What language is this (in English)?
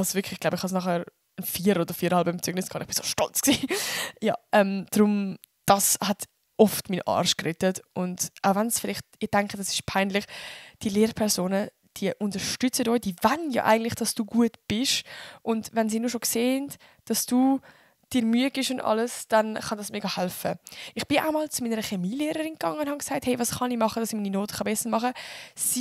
Swiss German